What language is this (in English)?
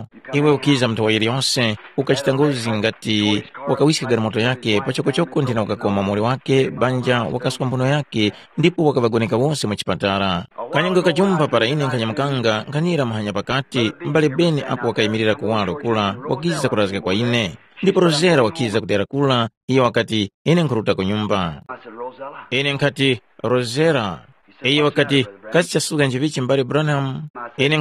Tumbuka